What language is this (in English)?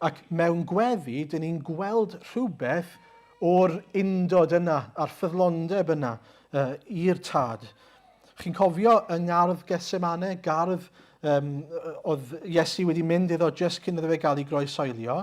Welsh